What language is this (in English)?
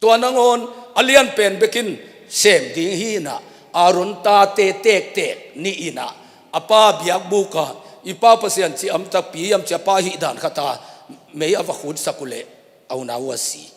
Tedim Chin